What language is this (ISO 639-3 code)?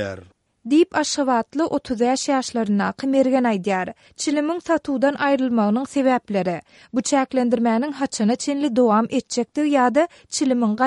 tuk